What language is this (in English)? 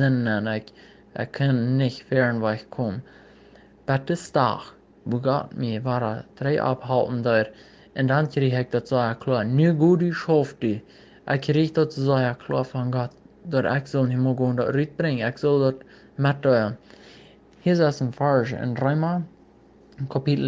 Plautdietsch